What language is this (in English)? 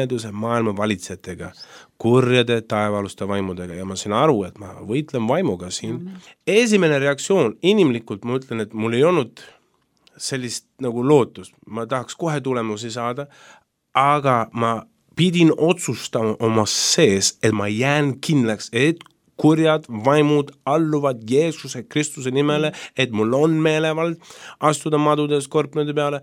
Estonian